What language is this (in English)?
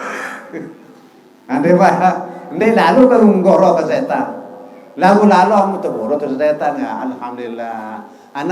Sasak